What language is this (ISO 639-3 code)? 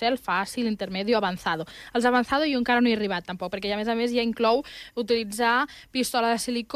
cat